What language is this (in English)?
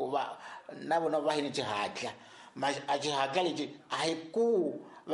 Tsonga